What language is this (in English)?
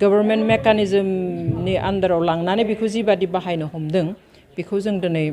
Bodo